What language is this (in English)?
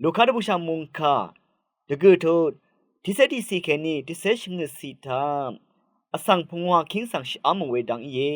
Rawang